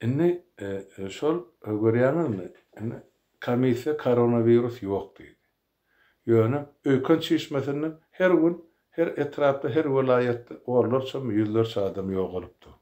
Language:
Turkmen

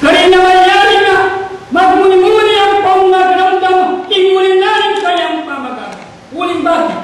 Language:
Pampanga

